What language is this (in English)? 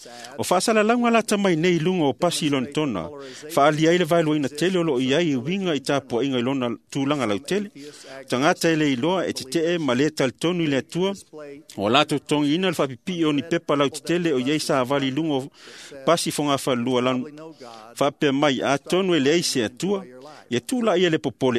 Samoan